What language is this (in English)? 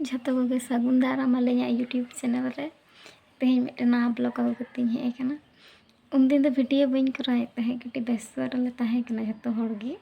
Santali